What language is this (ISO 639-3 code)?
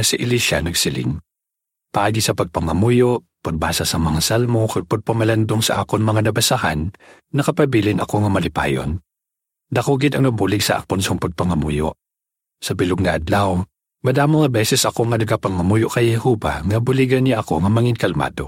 hil